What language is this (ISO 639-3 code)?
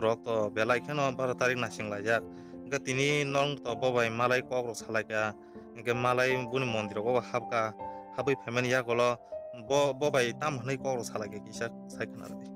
trp